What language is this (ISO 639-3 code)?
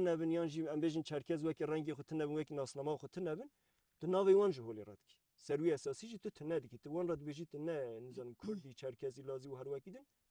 kur